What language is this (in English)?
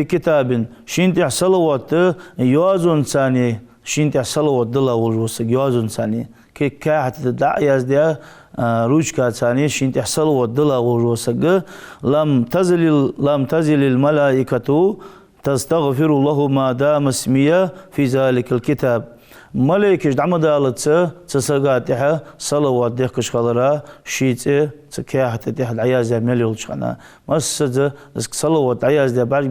Ingush